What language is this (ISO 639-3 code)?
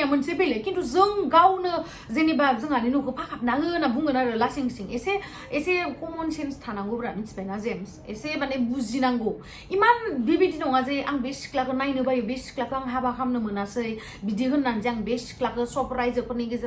brx